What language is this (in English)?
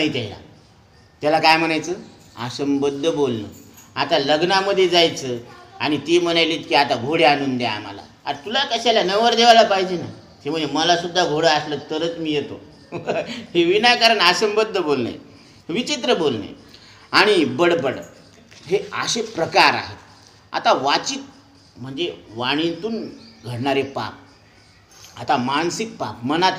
Marathi